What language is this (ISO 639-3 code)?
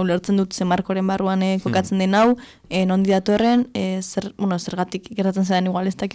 eus